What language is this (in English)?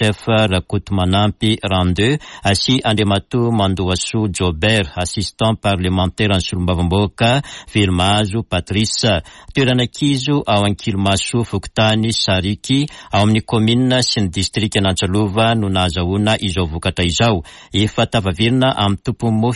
Malagasy